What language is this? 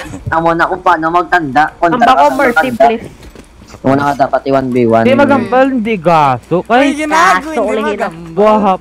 Filipino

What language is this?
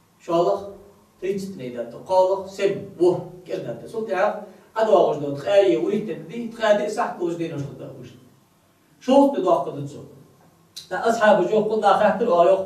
Ingush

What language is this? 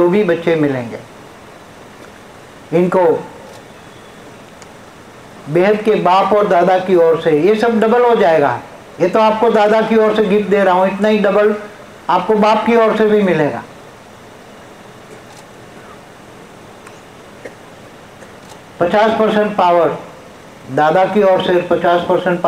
Hindi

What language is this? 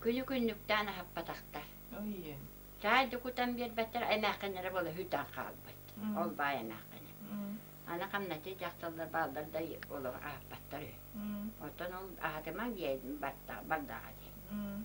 Yakut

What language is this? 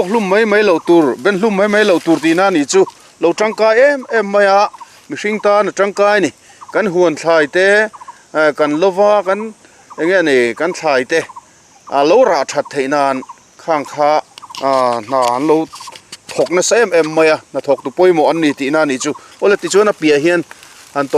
Mizo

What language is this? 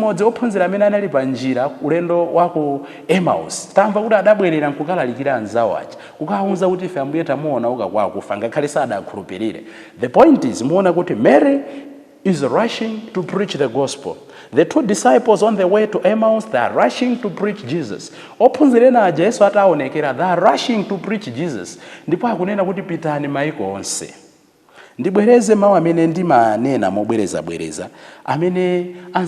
Nyanja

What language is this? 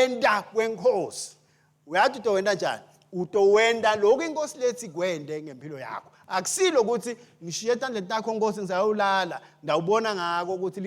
Swati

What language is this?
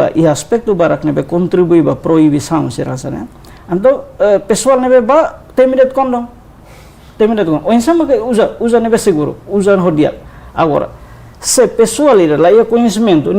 Tetum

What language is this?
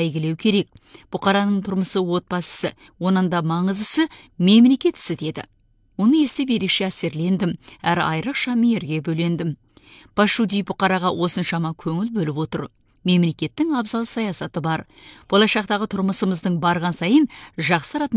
Kazakh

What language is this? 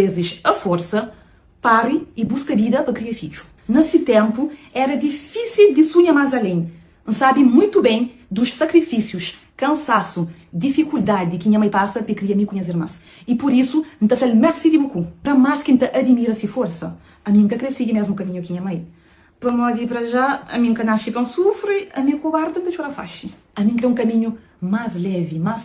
Kabuverdianu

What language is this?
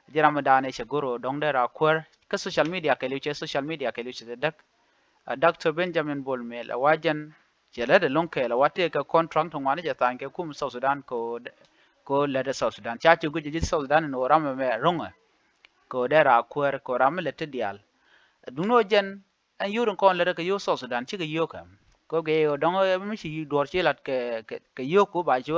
Nuer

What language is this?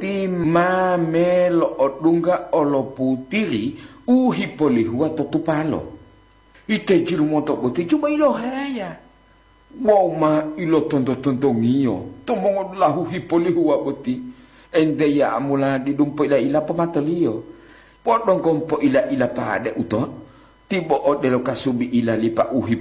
Gorontalo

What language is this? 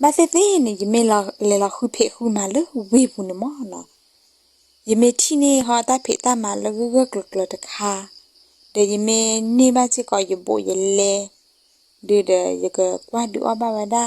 S'gaw Karen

